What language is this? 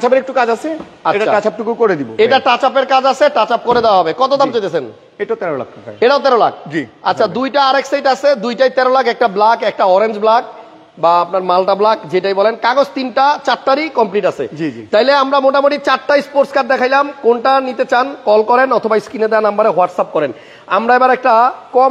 Bangla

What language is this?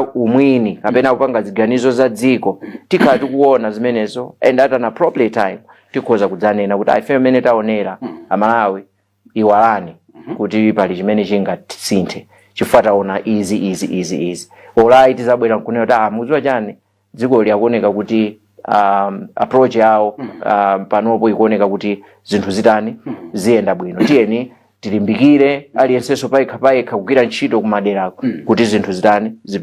Nyanja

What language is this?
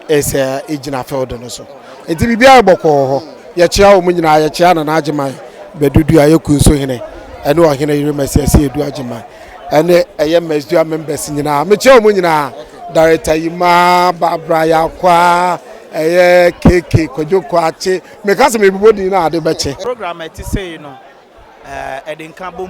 Akan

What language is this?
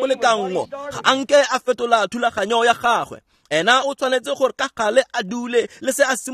Tswana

